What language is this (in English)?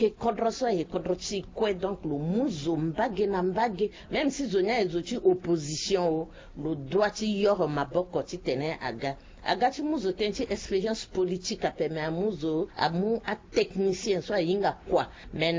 Sango